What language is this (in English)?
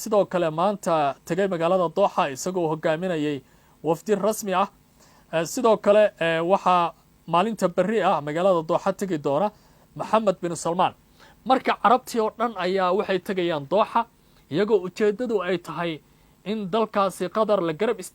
Somali